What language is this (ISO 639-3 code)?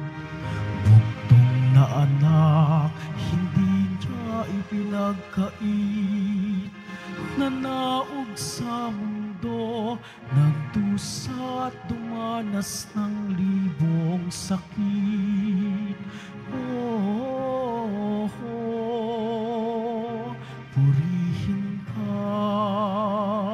fil